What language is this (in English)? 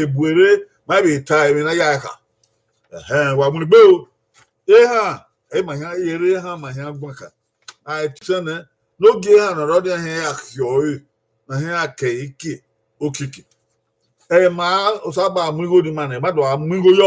Bini